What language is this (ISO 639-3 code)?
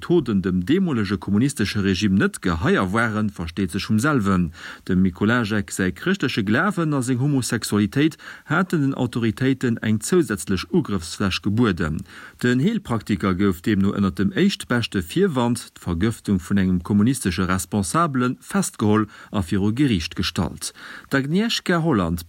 ltz